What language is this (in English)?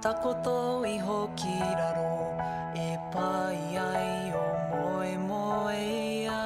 Māori